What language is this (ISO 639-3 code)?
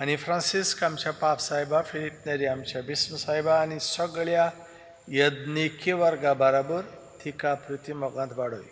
kok